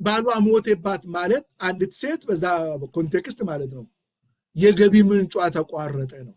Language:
Amharic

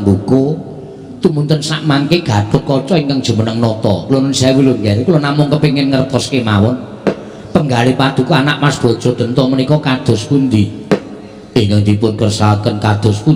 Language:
Javanese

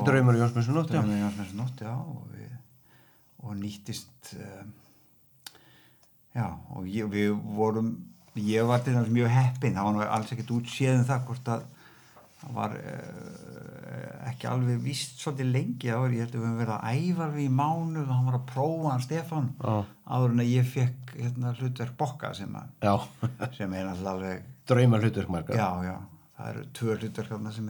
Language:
Icelandic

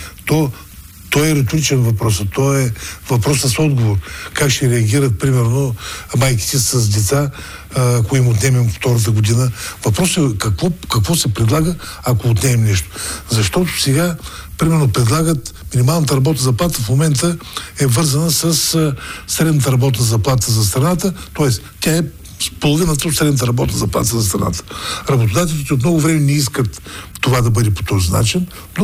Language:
Bulgarian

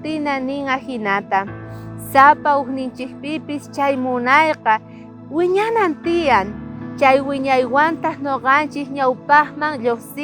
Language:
South Bolivian Quechua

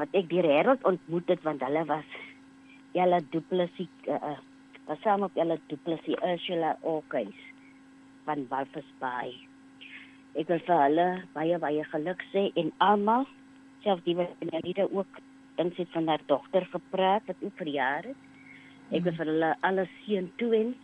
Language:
Afrikaans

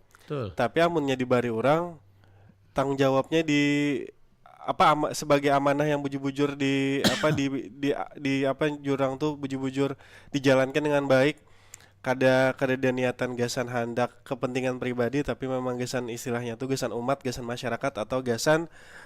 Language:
Banjar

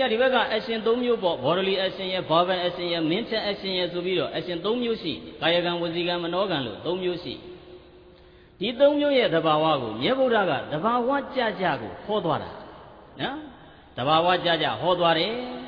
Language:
Burmese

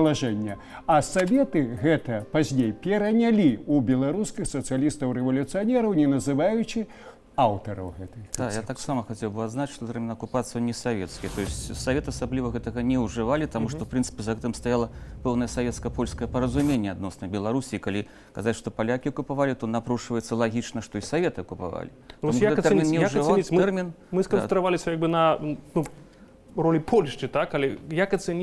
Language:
Belarusian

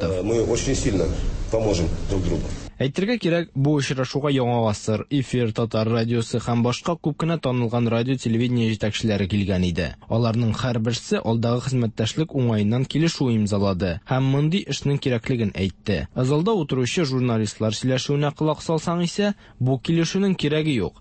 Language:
Tatar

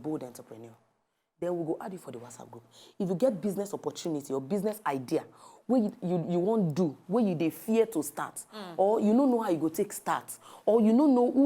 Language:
Nigerian Pidgin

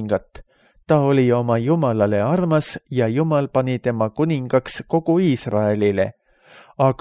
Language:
Estonian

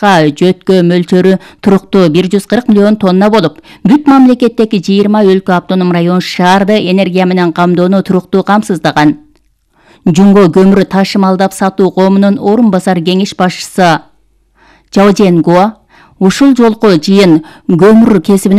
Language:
Kyrgyz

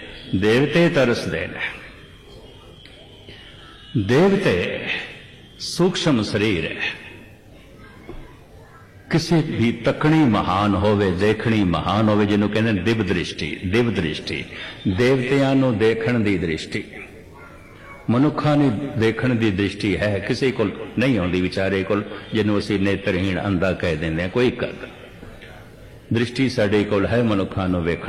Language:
Punjabi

